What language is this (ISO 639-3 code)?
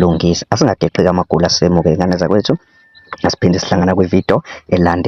zul